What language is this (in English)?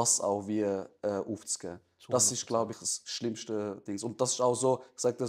Swiss German